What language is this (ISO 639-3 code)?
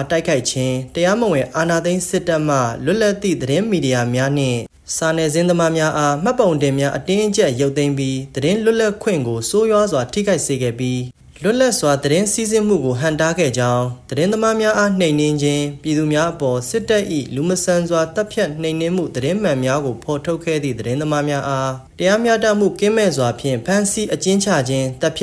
mya